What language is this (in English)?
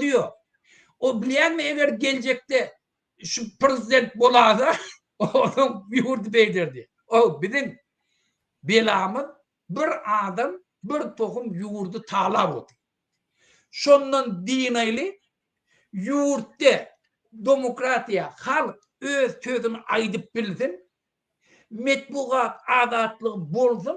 Turkmen